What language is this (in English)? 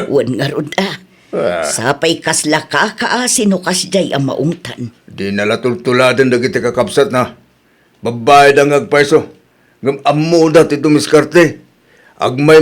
Iloko